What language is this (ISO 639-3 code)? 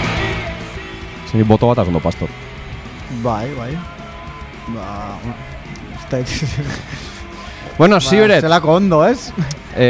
eus